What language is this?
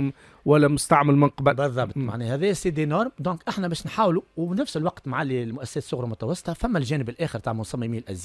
Tunisian Arabic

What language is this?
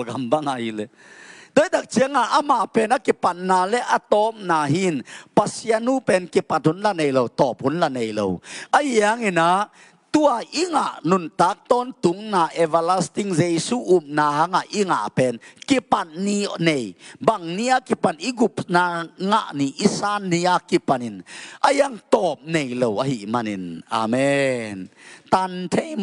Tedim Chin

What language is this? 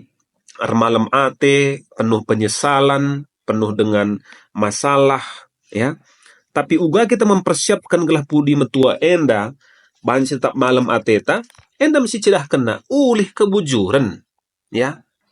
Batak Karo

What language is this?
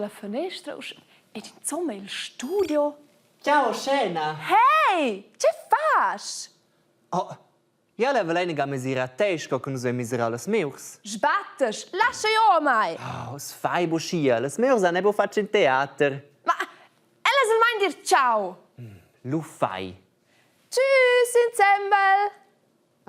Romansh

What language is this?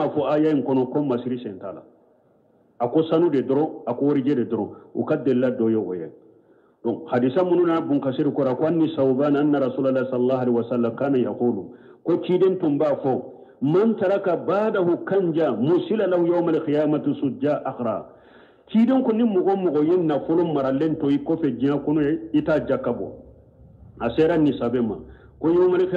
Bambara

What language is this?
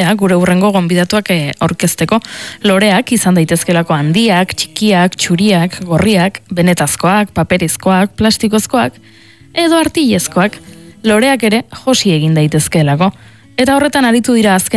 Basque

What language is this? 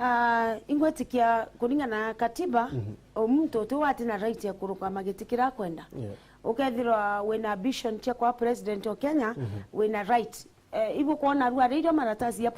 Meru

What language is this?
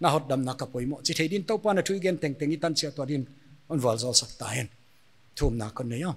Paite Chin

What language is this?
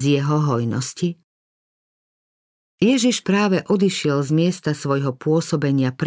Slovak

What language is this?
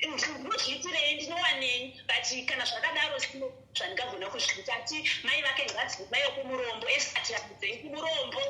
Shona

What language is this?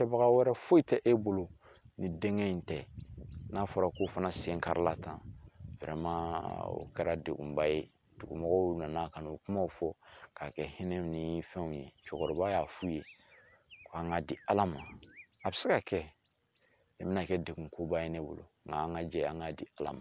Bambara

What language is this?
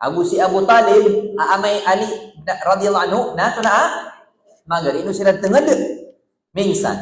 Maranao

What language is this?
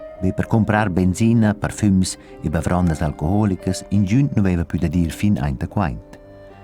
Romansh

